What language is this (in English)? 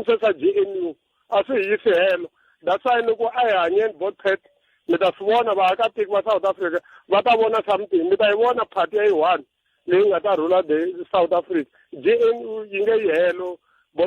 Tsonga